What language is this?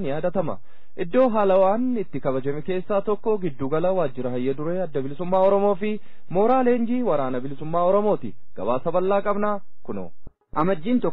Oromo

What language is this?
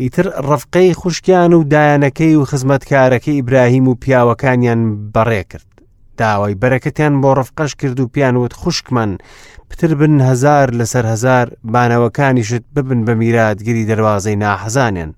Central Kurdish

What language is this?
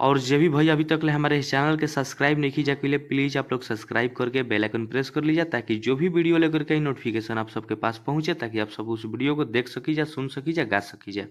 Bhojpuri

